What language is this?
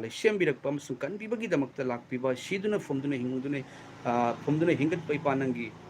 Manipuri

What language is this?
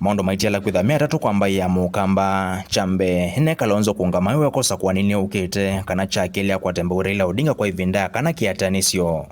Kamba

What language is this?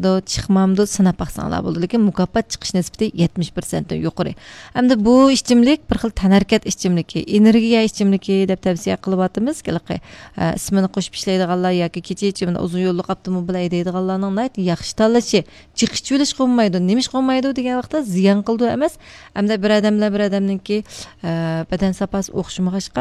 Uyghur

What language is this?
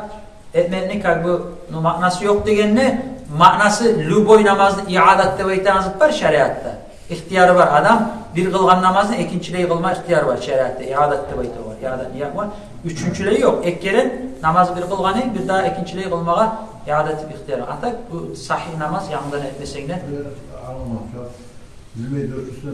Kumyk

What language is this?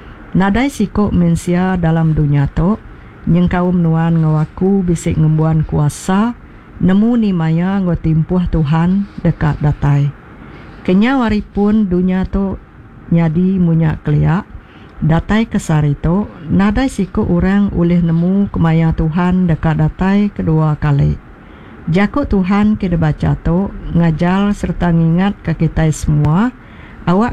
Iban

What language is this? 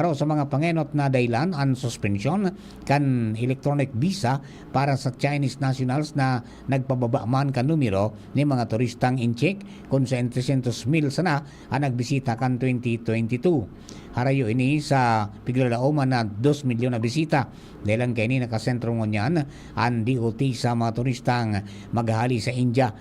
Bikol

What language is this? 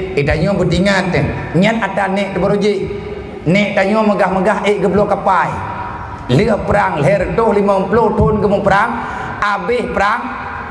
Achinese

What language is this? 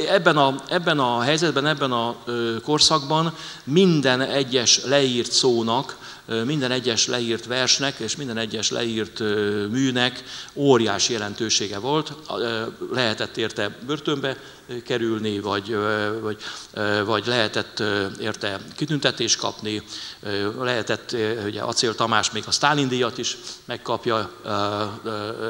Hungarian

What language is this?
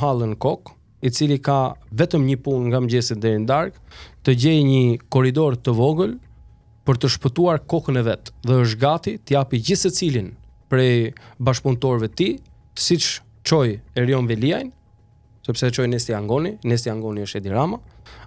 Albanian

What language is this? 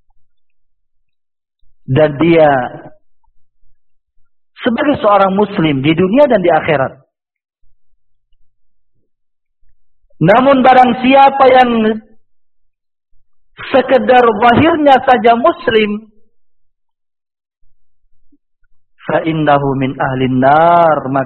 Indonesian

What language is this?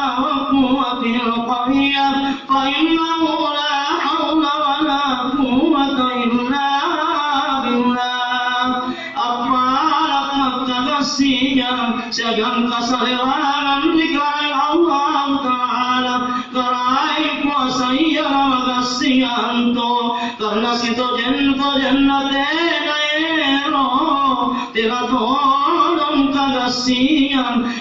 Makasar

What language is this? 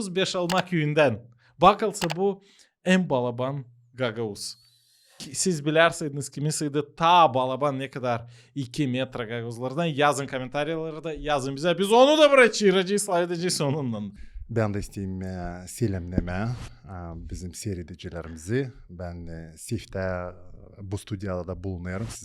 Gagauz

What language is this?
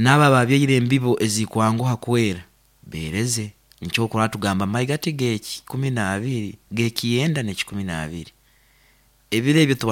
Nyankole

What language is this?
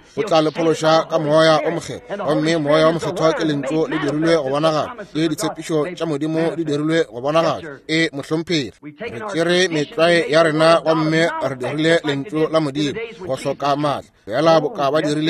Northern Sotho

